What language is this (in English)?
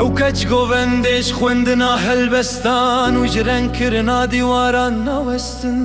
Kurdish